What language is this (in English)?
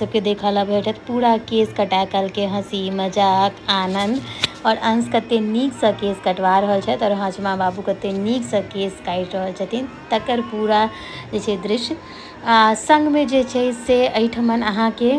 Maithili